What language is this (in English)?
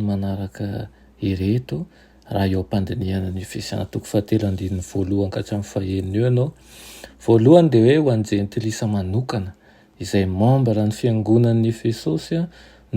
Malagasy